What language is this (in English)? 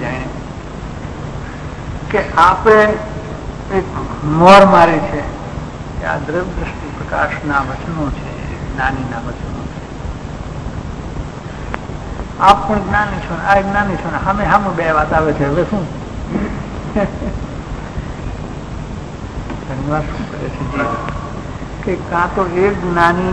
Gujarati